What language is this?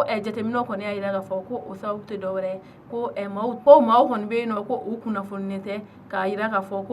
Bambara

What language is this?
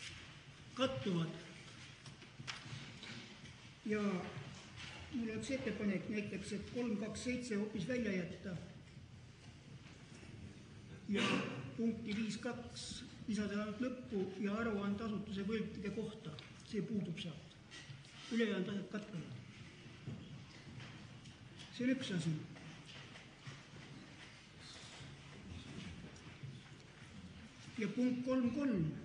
Estonian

